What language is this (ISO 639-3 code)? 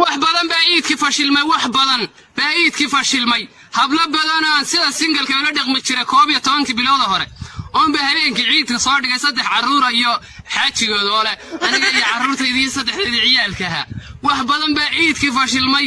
som